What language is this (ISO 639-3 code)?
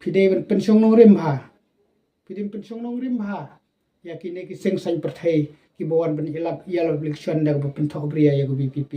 kha